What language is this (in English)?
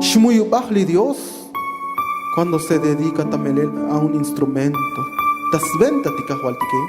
Tzotzil